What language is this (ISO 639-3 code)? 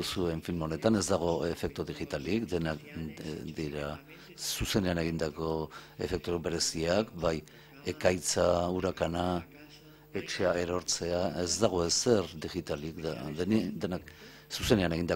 eus